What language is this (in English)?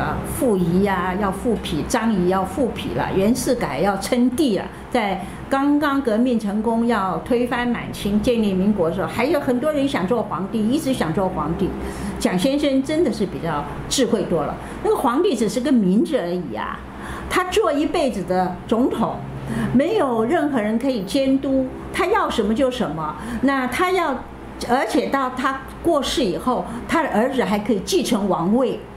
Chinese